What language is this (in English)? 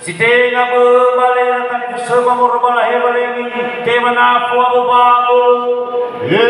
Nias